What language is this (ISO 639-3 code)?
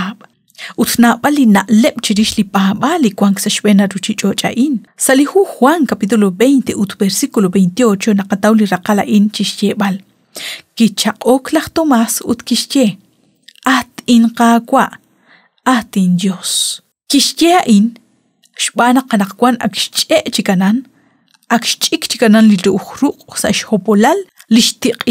kek